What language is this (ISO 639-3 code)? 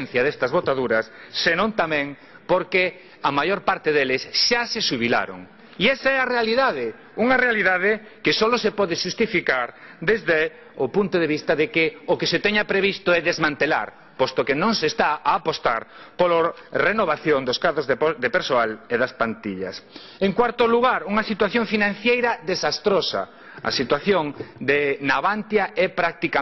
glg